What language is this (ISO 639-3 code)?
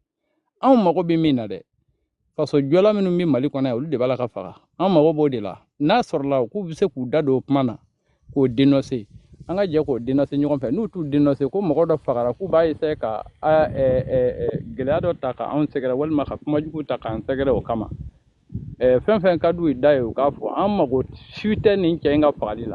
bam